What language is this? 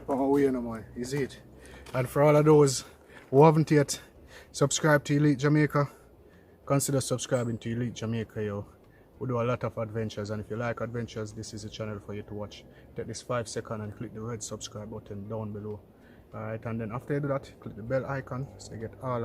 Jamaican Creole English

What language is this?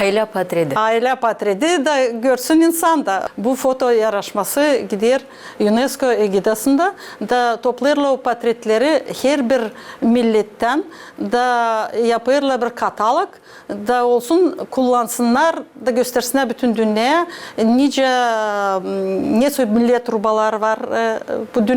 Gagauz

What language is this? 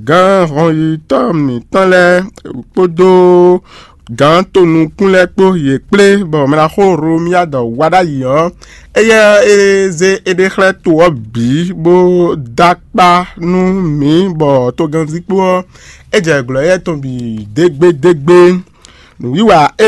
Fon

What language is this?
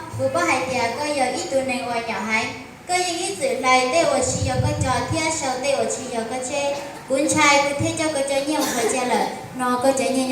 Hmong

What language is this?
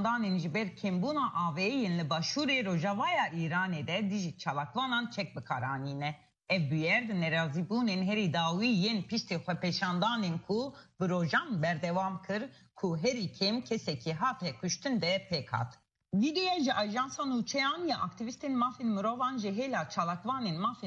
Kurdish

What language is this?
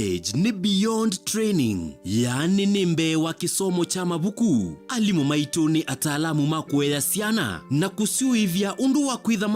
Kamba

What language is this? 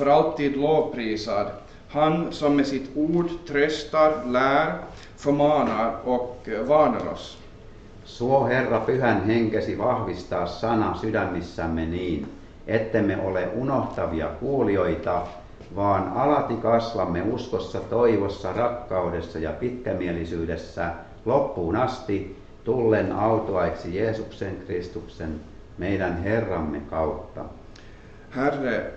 Finnish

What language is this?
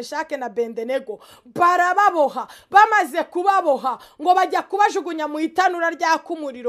Kinyarwanda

